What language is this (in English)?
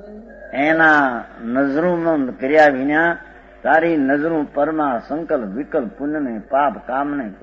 Gujarati